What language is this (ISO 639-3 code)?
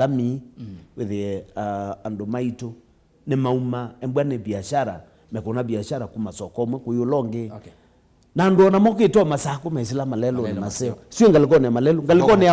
kam